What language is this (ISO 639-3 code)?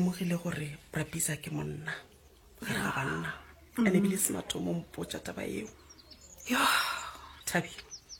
nso